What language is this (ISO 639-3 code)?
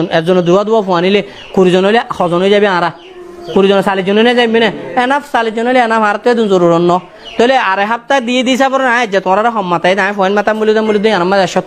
rhg